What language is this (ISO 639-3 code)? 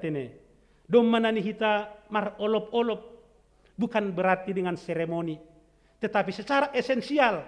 bts